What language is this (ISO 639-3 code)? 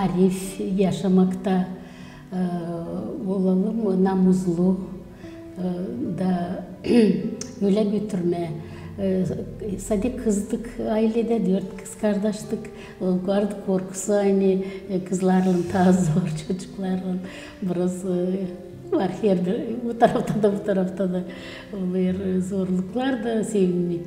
gag